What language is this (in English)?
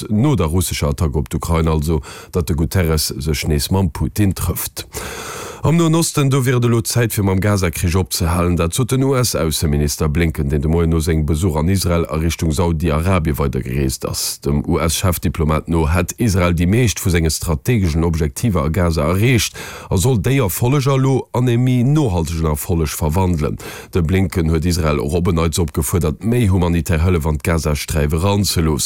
Luxembourgish